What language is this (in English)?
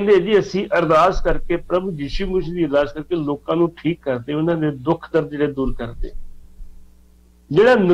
Punjabi